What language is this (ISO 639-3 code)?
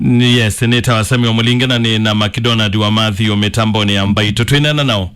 kam